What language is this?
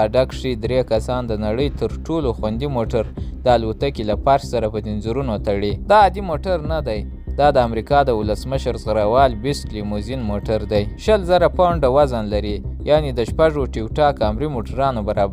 Pashto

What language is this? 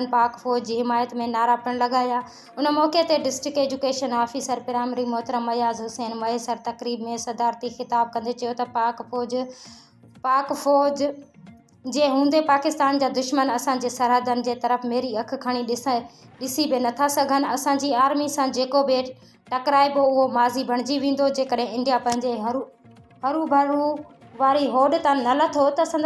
Sindhi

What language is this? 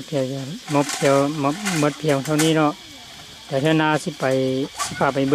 Lao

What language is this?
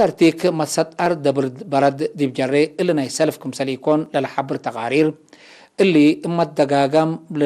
Tigre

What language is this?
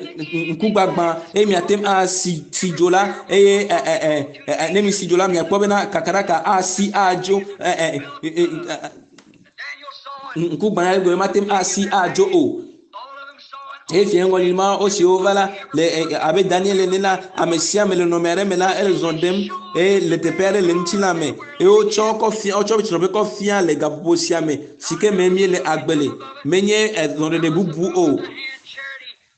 Ewe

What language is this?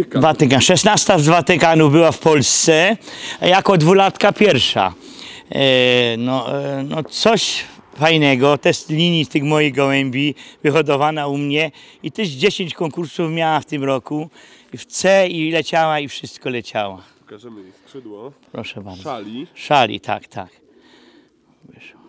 Polish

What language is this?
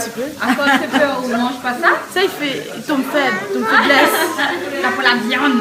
Réunion Creole French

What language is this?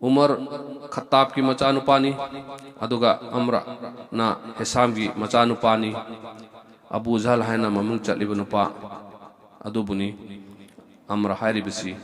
Manipuri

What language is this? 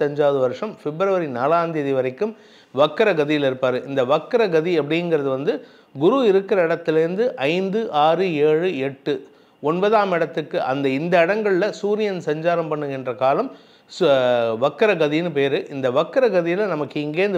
Tamil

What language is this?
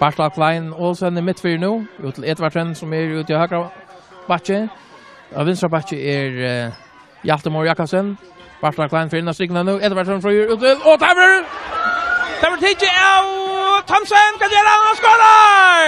Faroese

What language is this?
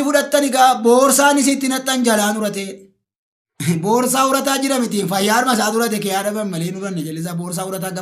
Oromo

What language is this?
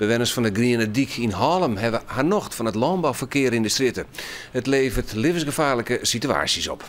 Western Frisian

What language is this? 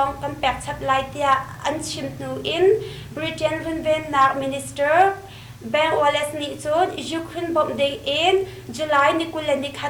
Hakha Chin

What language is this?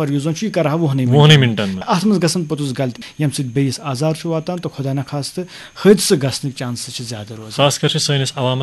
Kashmiri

